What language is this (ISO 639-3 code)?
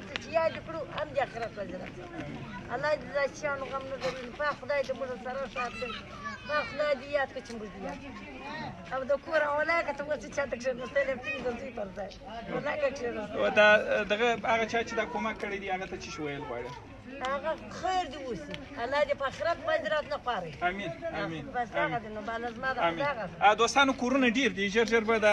pus